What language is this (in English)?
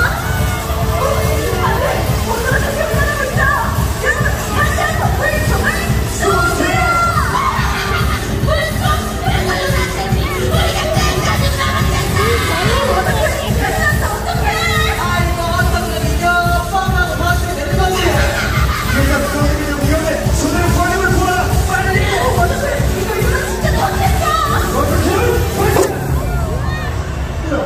Korean